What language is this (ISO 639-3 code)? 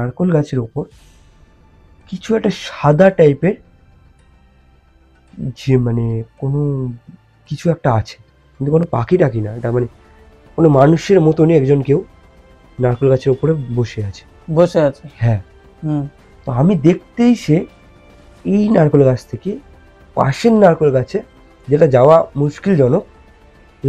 ben